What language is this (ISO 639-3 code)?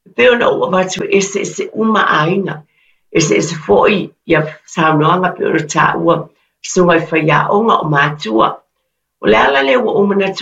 smo